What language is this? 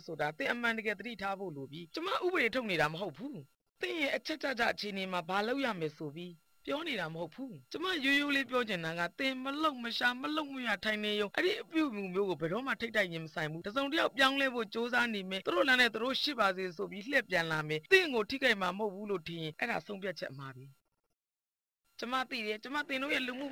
Burmese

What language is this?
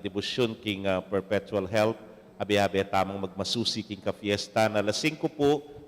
Pampanga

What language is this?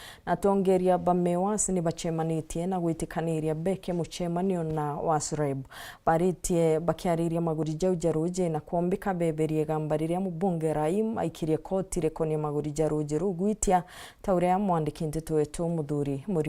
Meru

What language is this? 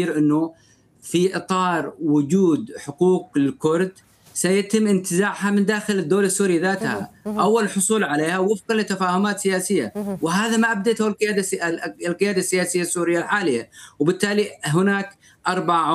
Arabic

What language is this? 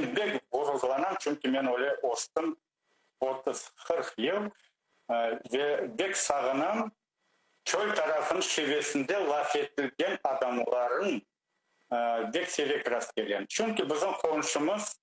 Crimean Tatar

